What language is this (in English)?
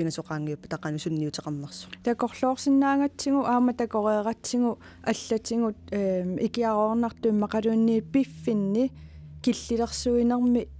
Kalaallisut